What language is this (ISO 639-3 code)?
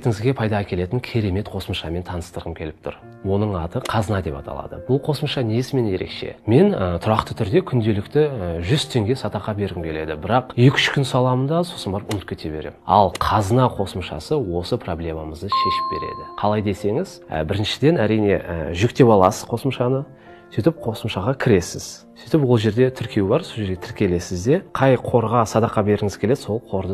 kaz